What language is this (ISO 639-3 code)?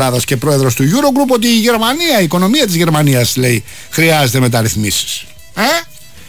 ell